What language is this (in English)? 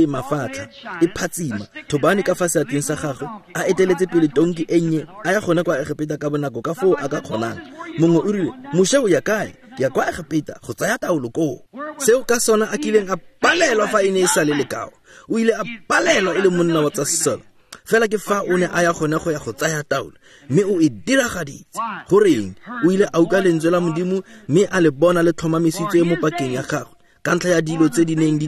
Tswana